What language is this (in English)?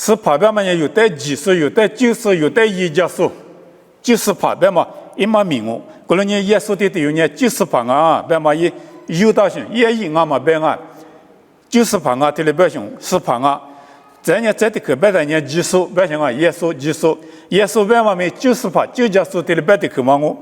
Lisu